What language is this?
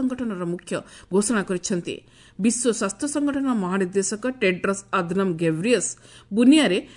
Odia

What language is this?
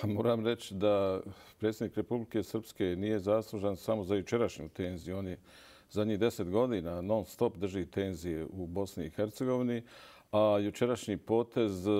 Bosnian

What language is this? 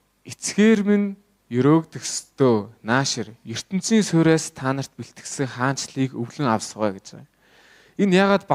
Mongolian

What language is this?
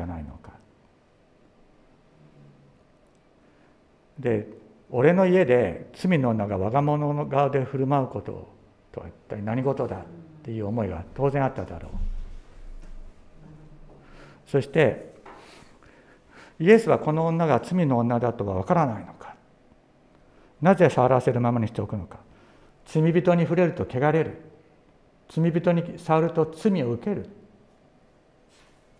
Japanese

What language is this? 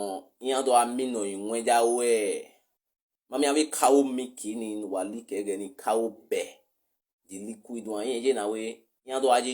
Nigerian Pidgin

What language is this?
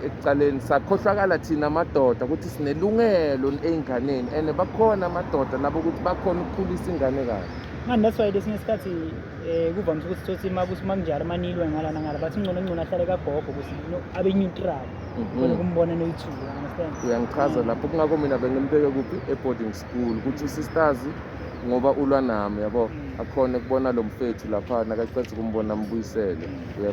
Zulu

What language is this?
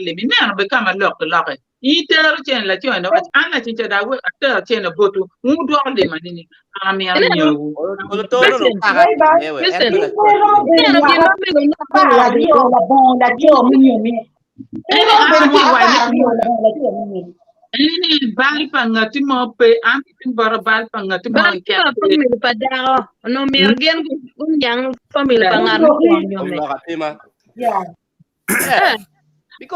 Acoli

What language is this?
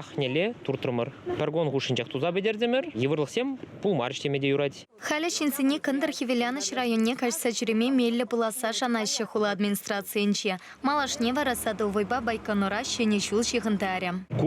Chuvash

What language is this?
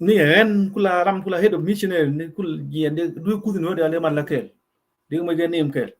Nuer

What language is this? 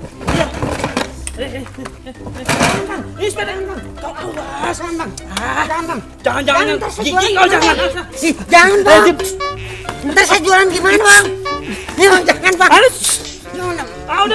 Betawi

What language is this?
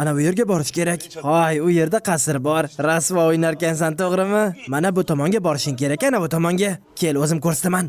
Uzbek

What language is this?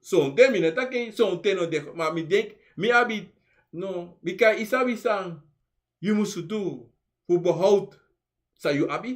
Sranan Tongo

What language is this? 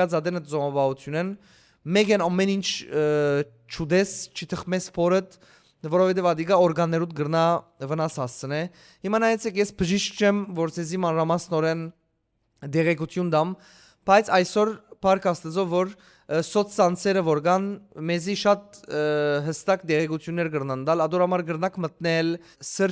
Western Armenian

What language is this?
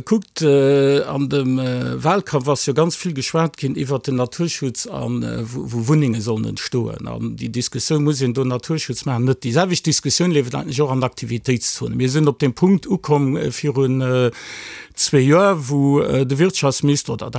Luxembourgish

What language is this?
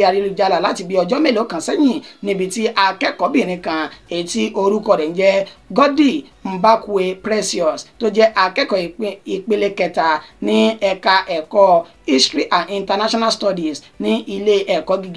Yoruba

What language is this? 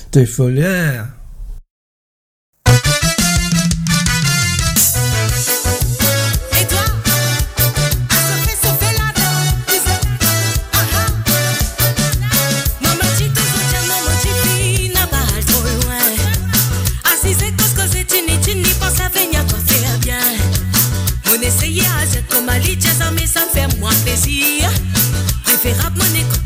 French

